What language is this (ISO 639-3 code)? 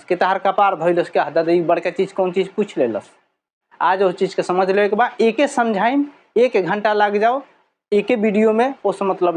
bho